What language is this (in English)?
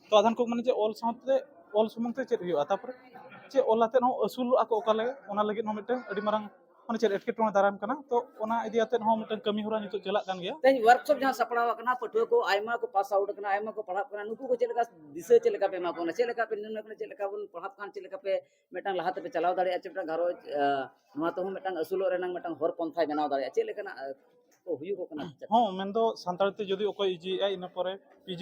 Santali